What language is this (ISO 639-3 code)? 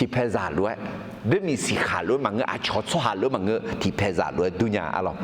ahk